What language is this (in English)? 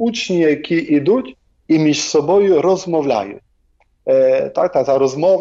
Ukrainian